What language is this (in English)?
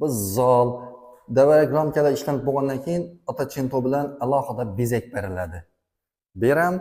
Uzbek